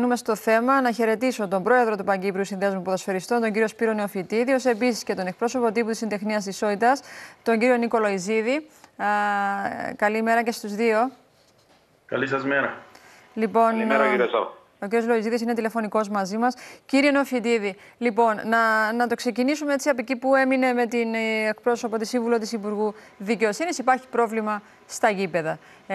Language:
Greek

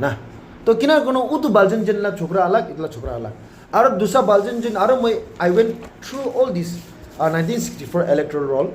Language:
Naga Pidgin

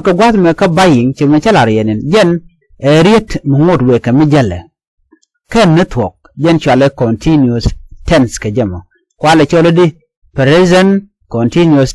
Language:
Nuer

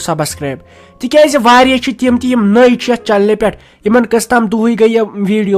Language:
Kashmiri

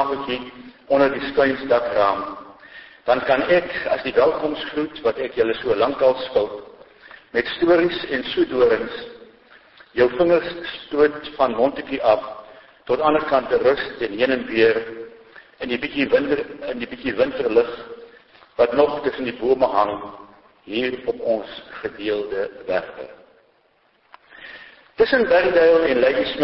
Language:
Afrikaans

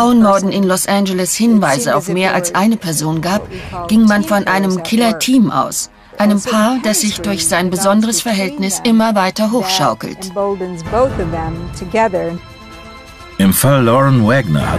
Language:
German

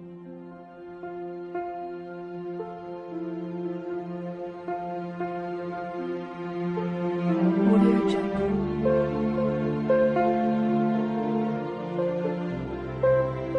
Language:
Japanese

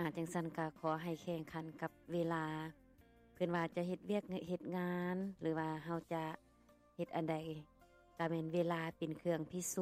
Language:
Lao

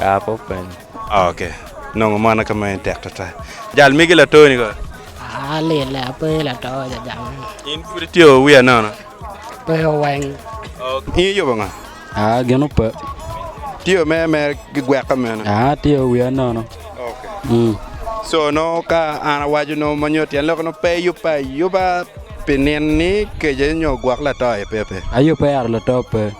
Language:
Acoli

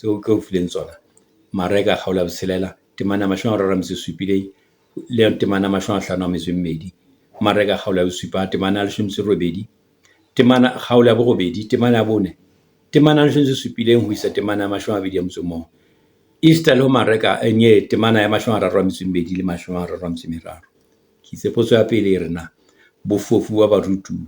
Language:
Southern Sotho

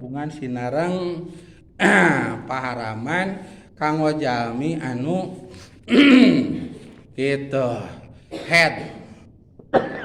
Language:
Sundanese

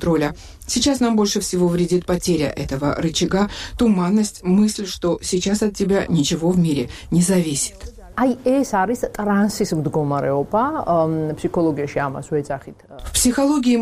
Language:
Russian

